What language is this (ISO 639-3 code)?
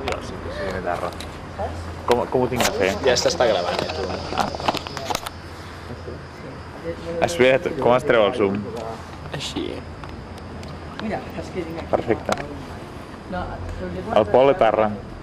cat